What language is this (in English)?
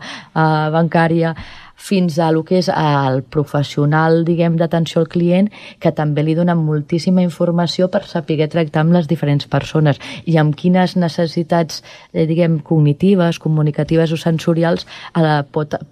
Catalan